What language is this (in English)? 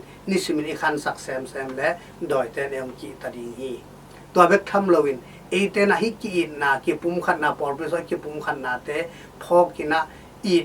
Tedim Chin